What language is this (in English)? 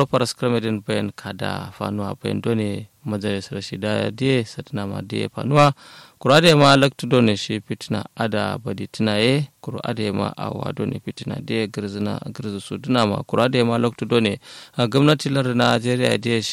Kanuri